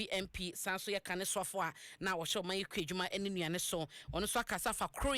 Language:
Akan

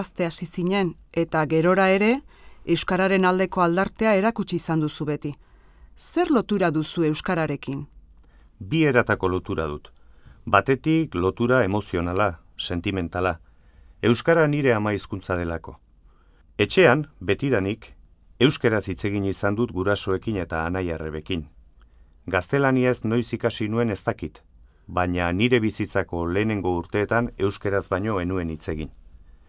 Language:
Basque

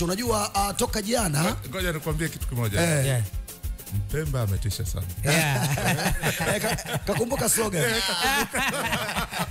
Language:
Swahili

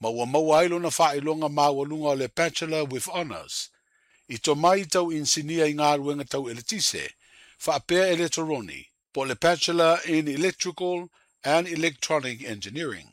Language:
Samoan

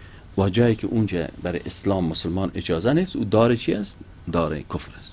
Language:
Persian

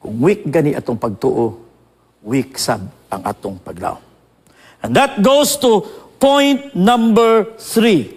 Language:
Cebuano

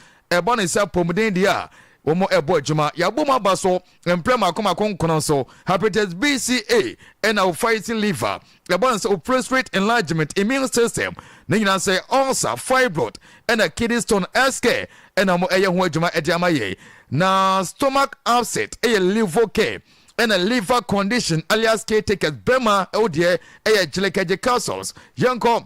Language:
Akan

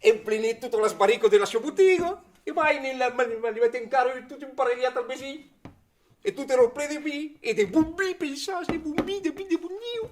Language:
Occitan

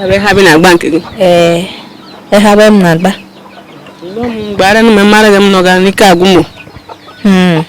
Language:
Igbo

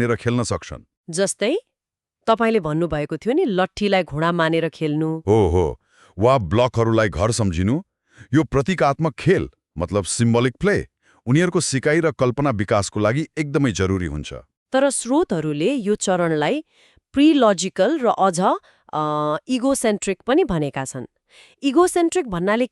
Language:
Nepali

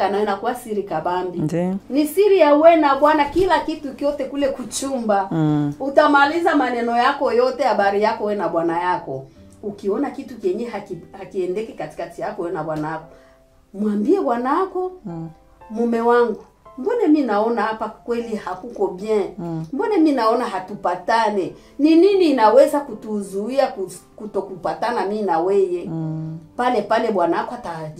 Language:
Swahili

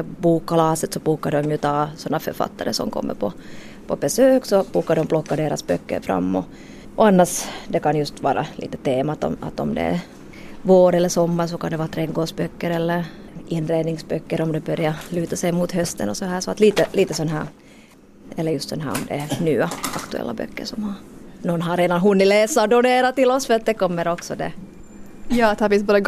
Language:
Swedish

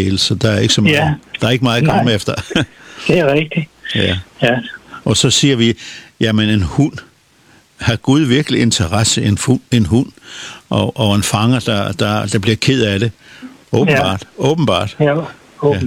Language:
Danish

